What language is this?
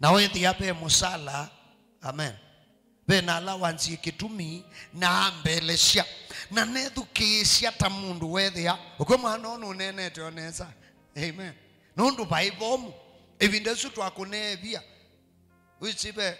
Kamba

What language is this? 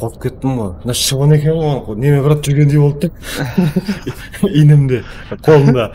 Kara-Kalpak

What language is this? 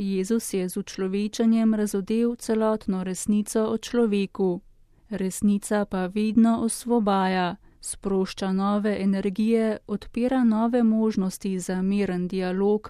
Slovenian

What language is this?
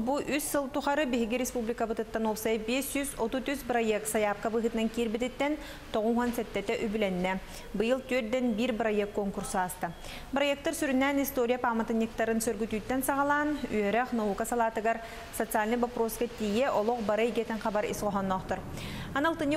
Yakut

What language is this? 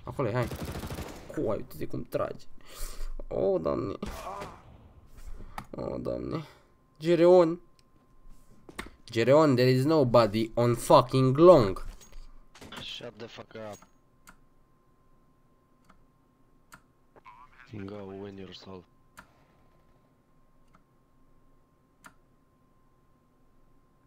Romanian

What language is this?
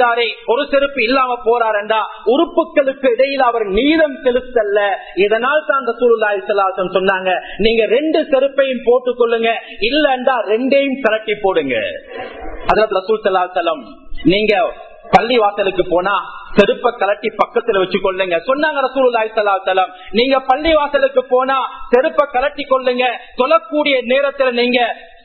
Tamil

